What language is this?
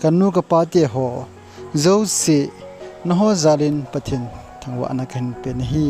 Thado Chin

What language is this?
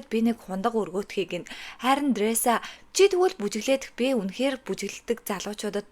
Mongolian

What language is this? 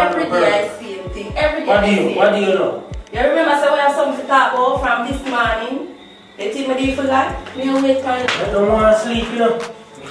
Jamaican Creole English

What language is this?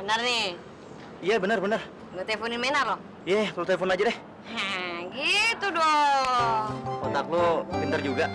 Betawi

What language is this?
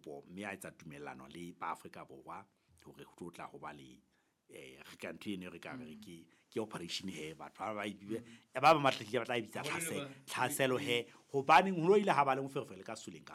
Southern Sotho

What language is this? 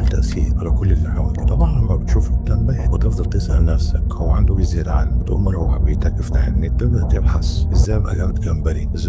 Egyptian Arabic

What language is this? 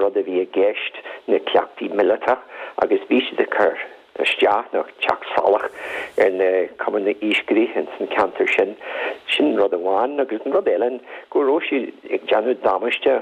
Irish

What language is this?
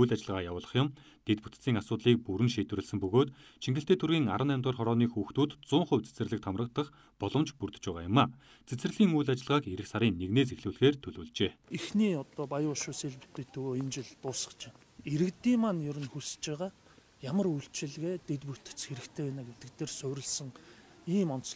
Mongolian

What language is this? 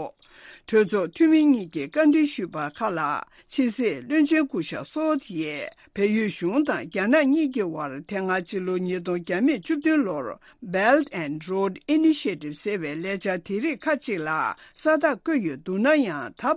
Tibetan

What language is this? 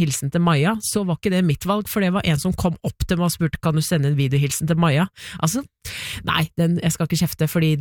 Norwegian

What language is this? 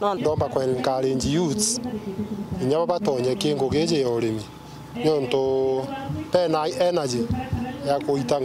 Meru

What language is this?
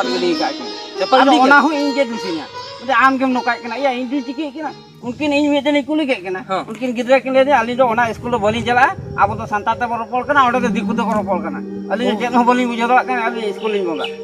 Santali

